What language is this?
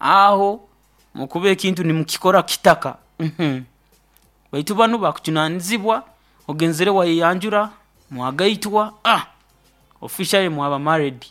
Nyoro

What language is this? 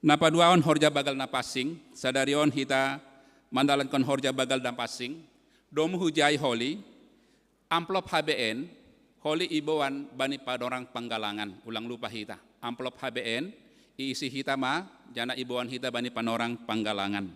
Batak Simalungun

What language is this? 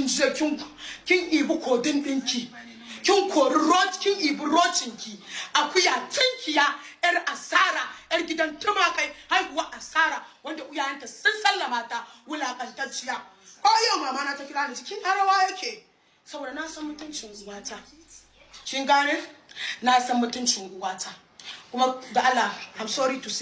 Hausa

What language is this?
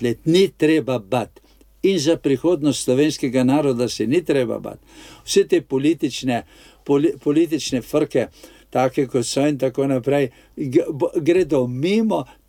Slovenian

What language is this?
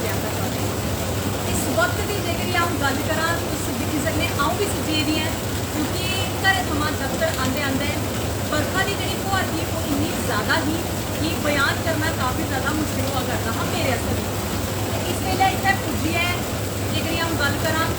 Dogri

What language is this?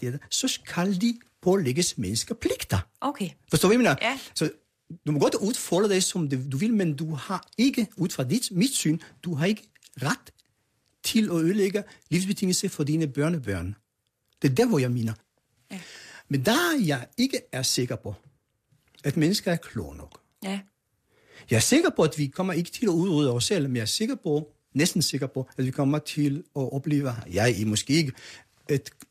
Danish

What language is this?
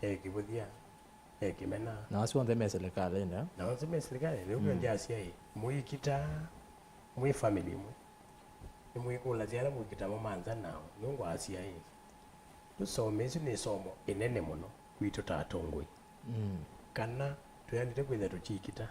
Kamba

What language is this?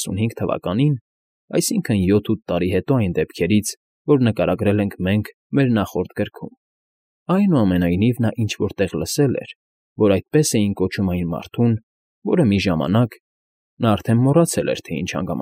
Armenian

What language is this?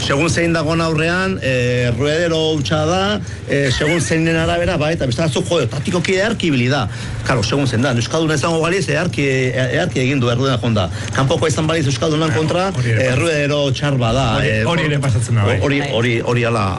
Basque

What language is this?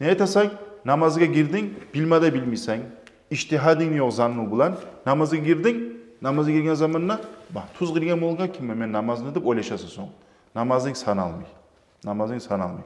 Kumyk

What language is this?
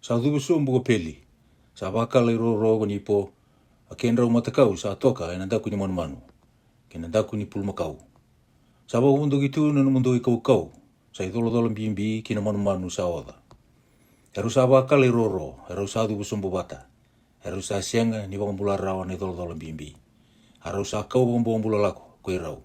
Fijian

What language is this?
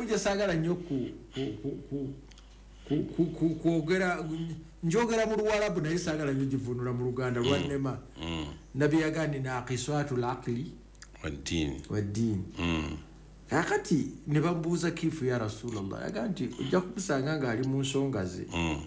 Ganda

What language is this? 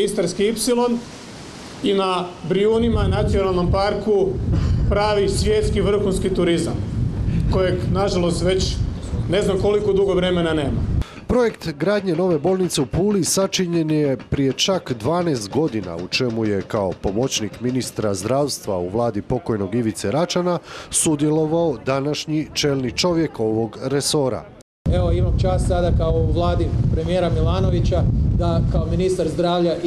Croatian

